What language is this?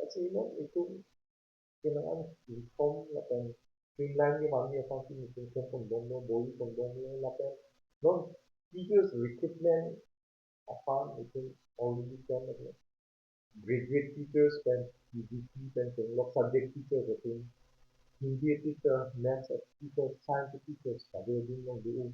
Karbi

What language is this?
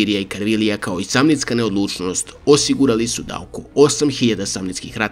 Serbian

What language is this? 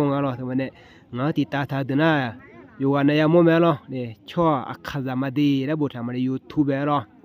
Akha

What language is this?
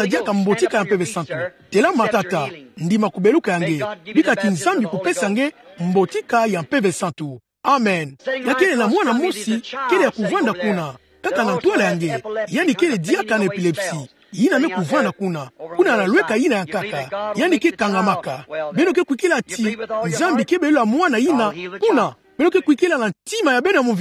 Kituba (Democratic Republic of Congo)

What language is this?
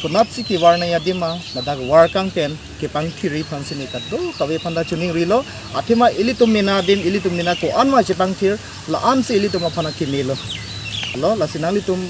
Karbi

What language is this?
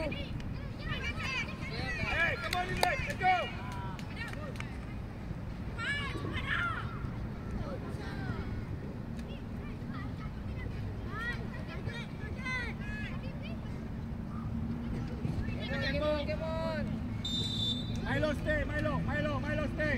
Malay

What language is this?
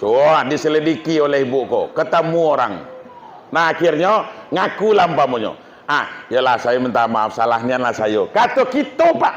Minangkabau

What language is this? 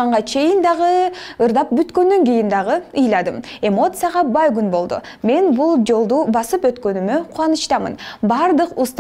Kyrgyz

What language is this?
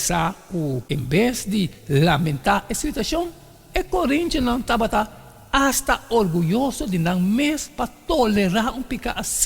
Papiamento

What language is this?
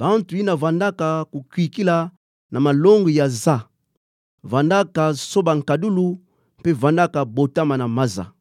Kituba (Democratic Republic of Congo)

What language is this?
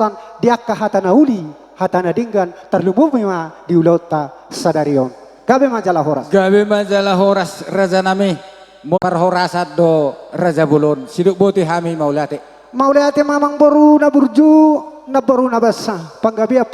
Batak Toba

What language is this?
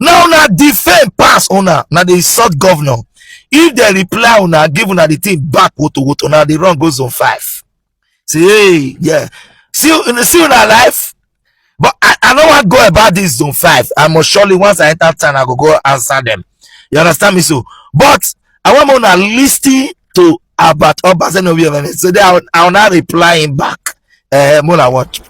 Nigerian Pidgin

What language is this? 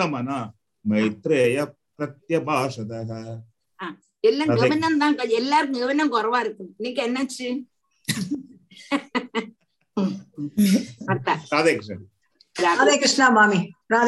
Tamil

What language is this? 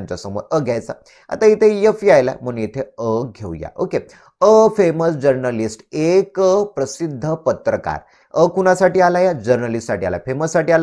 Marathi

